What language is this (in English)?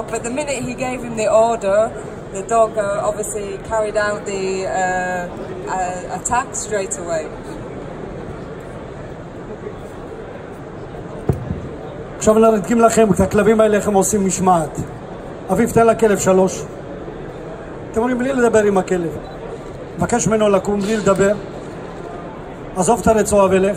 Hebrew